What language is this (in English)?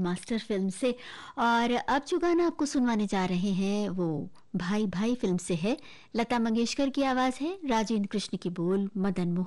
Hindi